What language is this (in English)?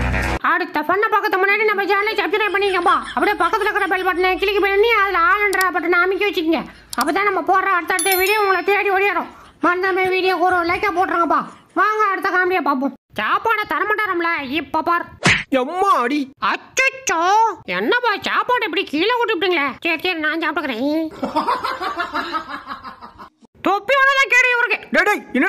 Tamil